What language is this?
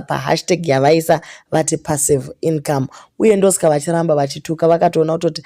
Shona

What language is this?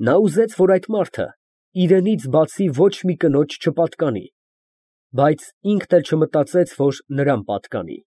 Armenian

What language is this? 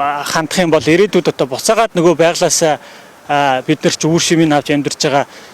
Mongolian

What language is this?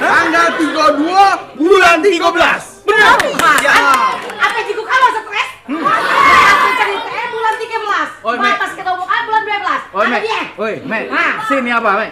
Musi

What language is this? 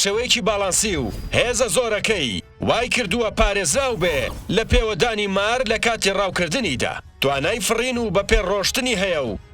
Central Kurdish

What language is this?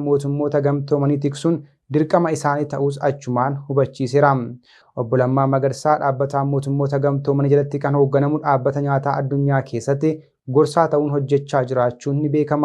Oromo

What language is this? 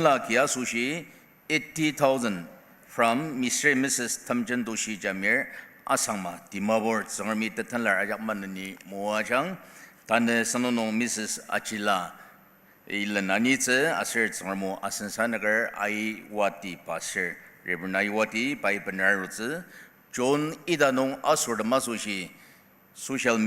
Ao Naga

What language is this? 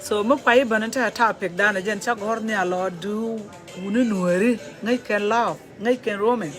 Nuer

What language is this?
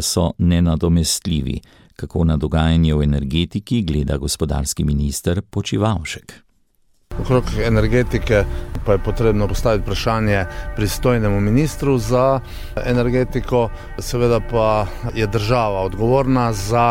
Slovenian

